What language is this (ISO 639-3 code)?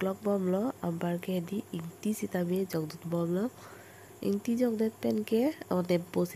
mjw